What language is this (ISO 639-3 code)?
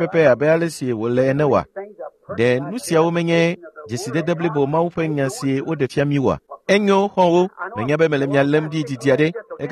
ewe